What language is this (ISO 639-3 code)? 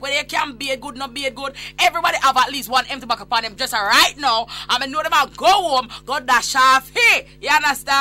jam